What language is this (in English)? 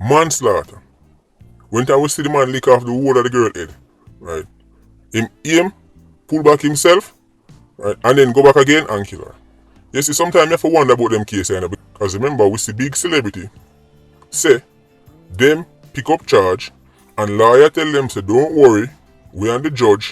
Jamaican Creole English